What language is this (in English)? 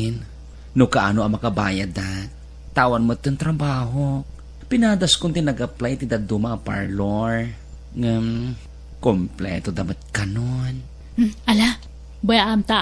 Iloko